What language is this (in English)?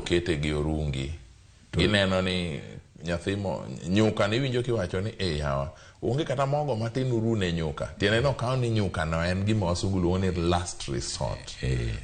Luo (Kenya and Tanzania)